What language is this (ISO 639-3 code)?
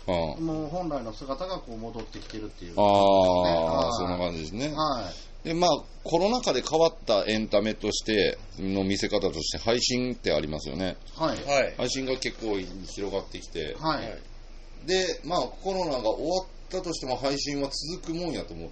jpn